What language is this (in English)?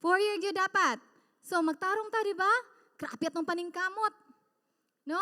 Cebuano